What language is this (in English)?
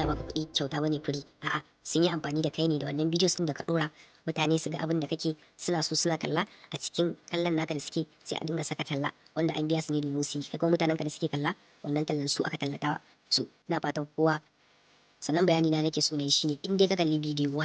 Hausa